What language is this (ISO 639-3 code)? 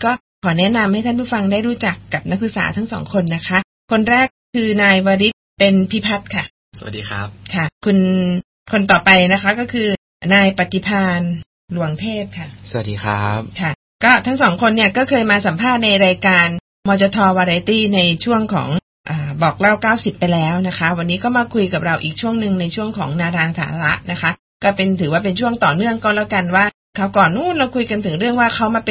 tha